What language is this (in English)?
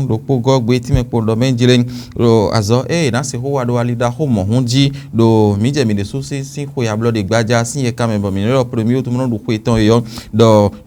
Fon